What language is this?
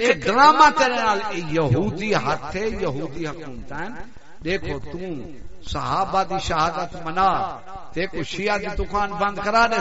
Saraiki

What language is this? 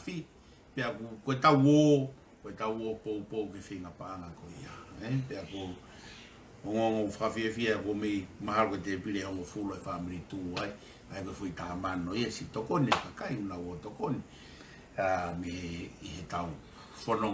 Tongan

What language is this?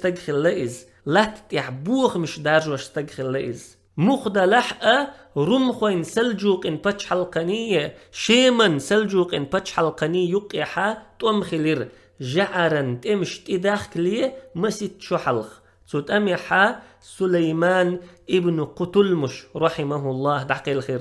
Chechen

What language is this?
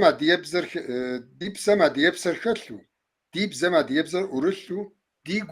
Kabardian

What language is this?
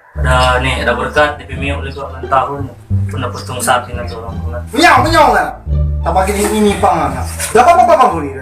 Manado Malay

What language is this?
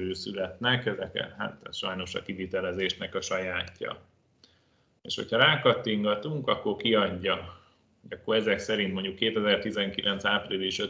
Hungarian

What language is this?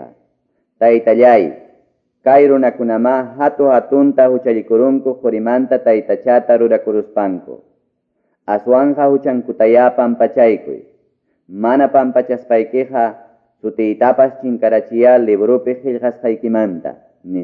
Quechua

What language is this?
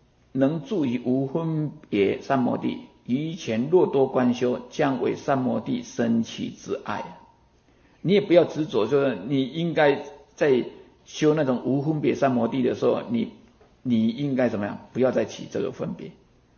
Chinese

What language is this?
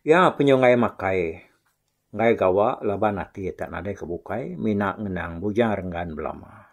Iban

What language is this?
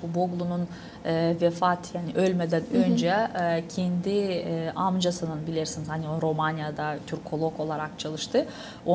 Gagauz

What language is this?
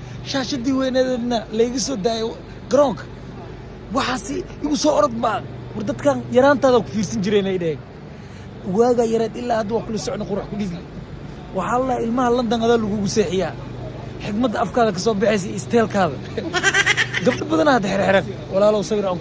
Somali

